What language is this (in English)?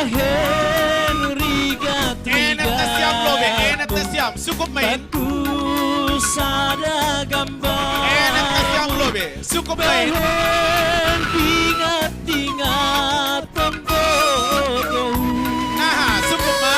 Batak Simalungun